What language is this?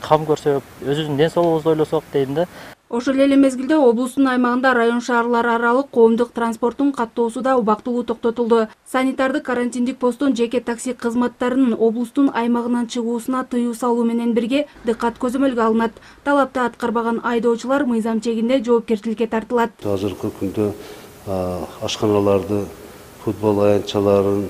Kyrgyz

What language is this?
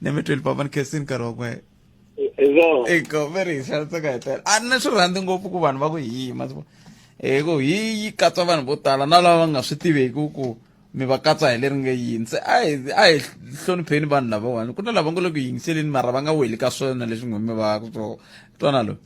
Tsonga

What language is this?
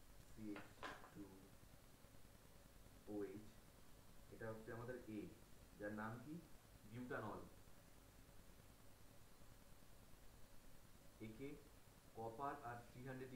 Bangla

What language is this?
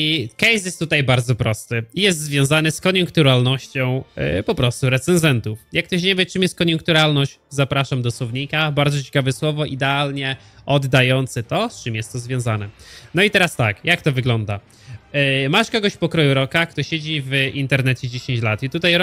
Polish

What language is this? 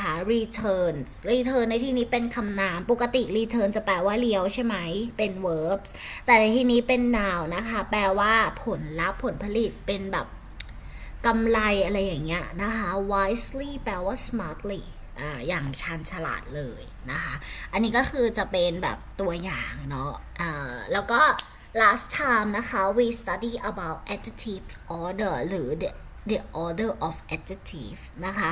Thai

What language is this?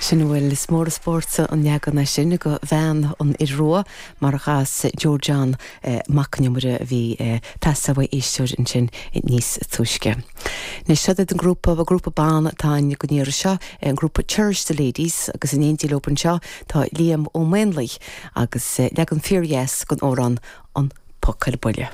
Irish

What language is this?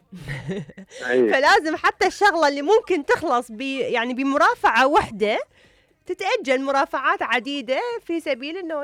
Mesopotamian Arabic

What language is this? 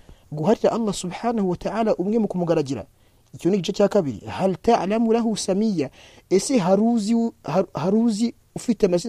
Kinyarwanda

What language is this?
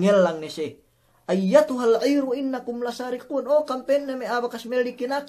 Yakan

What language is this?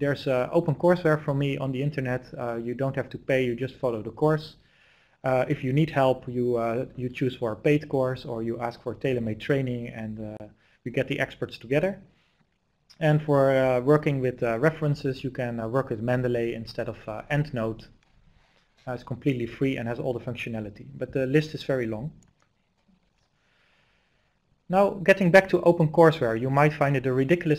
English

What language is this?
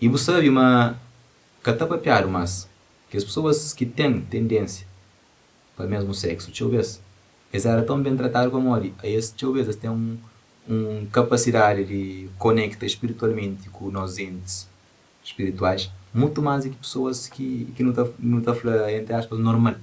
Kabuverdianu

